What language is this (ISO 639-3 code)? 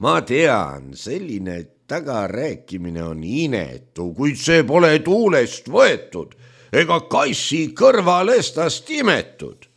est